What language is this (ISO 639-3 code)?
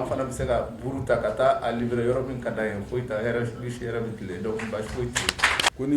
bam